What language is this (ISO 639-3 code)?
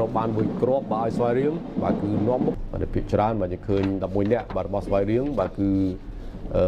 khm